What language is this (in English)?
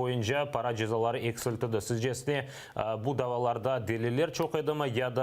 Crimean Tatar